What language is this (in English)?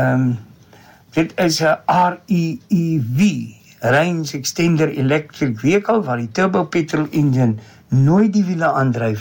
Afrikaans